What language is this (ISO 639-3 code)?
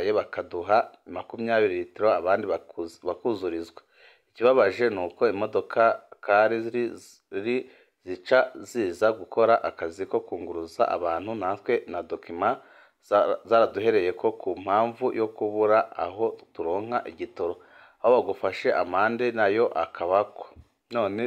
run